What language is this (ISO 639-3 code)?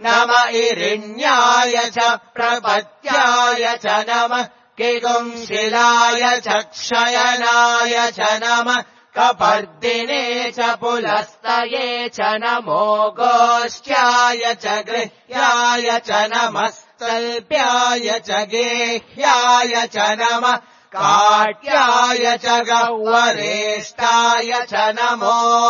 san